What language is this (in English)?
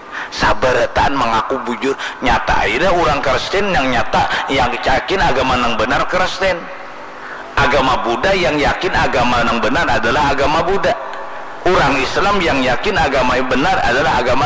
Banjar